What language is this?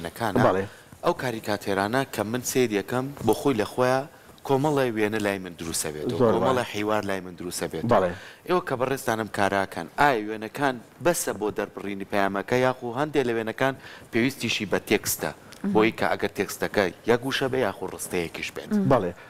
Central Kurdish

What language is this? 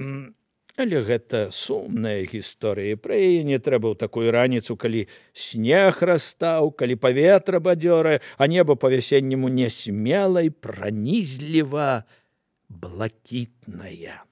Belarusian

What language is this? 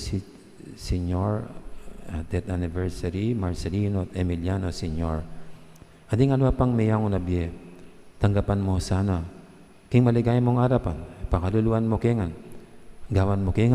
Pampanga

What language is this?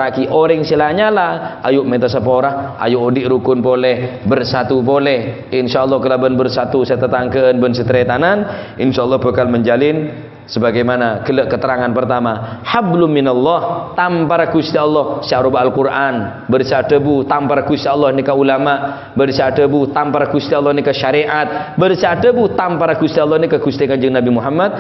Madurese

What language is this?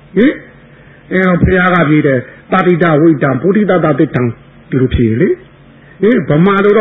Burmese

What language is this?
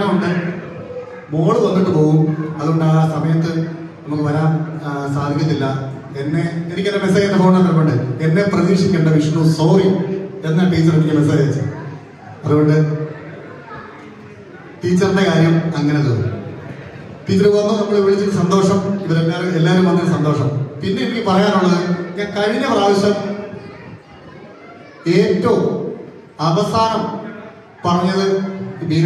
Malayalam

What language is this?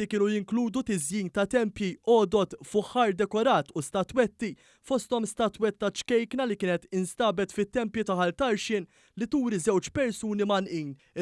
Maltese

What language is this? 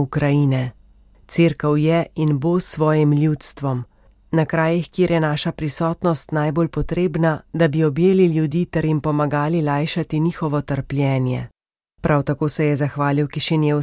Slovenian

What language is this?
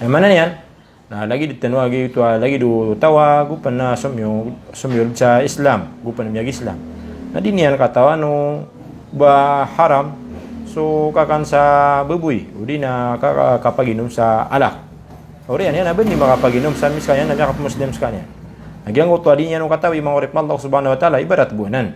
Maranao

